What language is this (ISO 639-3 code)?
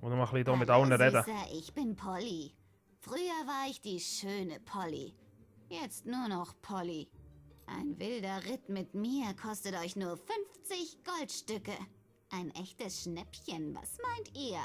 gsw